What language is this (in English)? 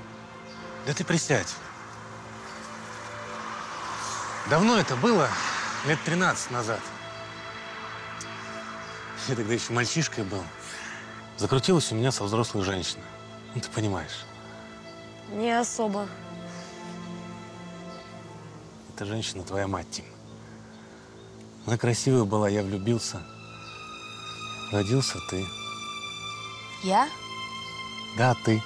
Russian